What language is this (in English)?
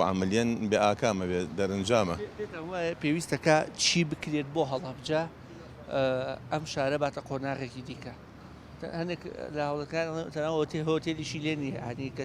Central Kurdish